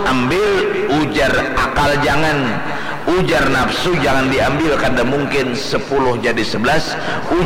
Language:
Banjar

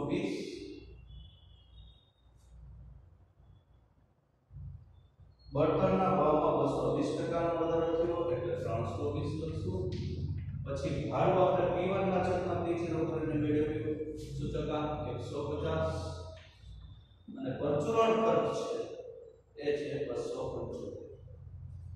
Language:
Gujarati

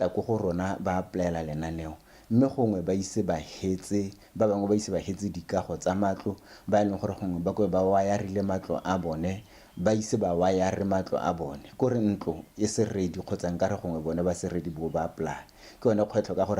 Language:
Tswana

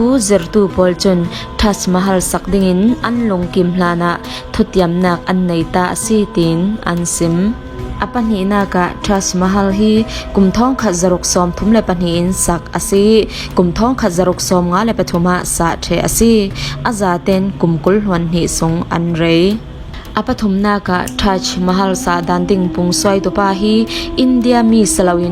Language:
Falam Chin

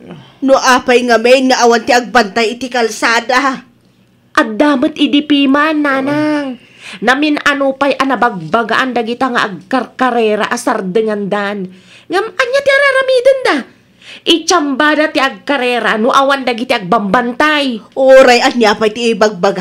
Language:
Iloko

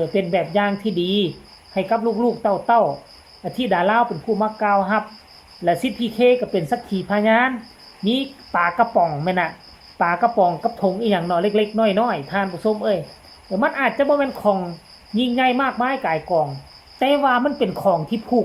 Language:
Northeastern Thai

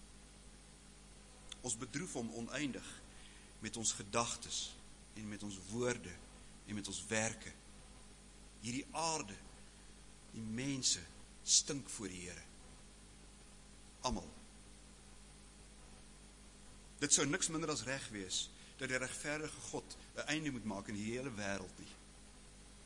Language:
Afrikaans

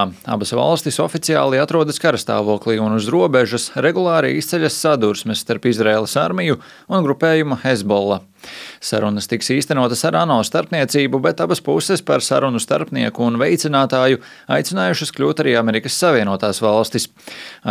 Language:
Latvian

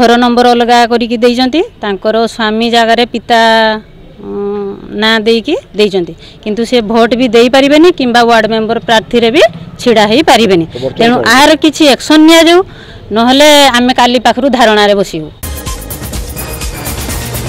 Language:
Odia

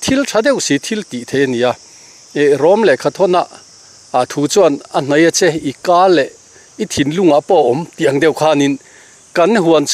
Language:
Mizo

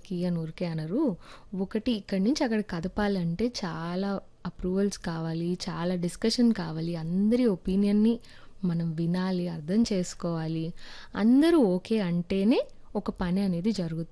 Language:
Telugu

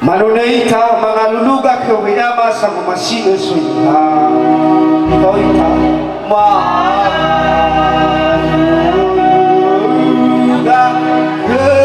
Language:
Nias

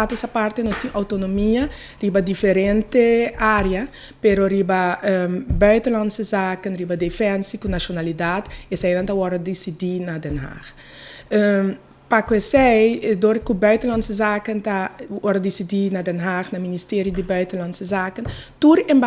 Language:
Papiamento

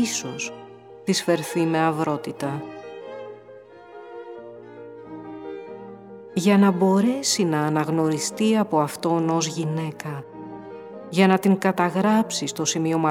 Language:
Greek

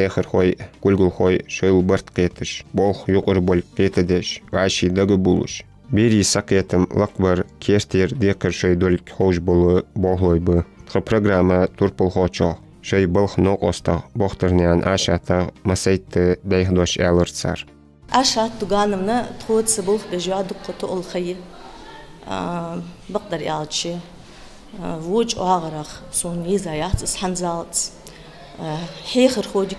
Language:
Ingush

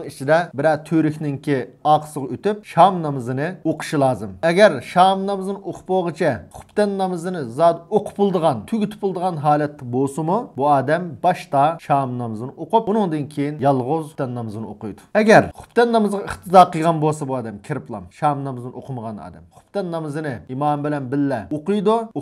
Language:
Uyghur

